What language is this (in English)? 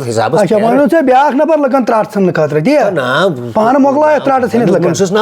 Kashmiri